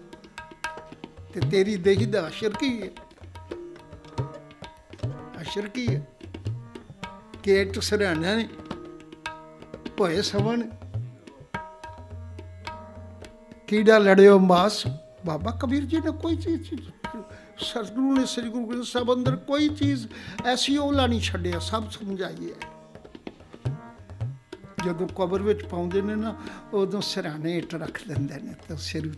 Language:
Punjabi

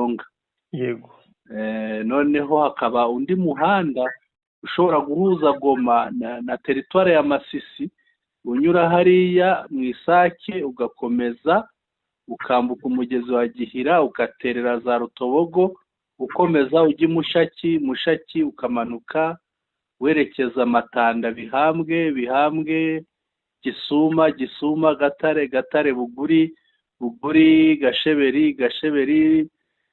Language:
Kinyarwanda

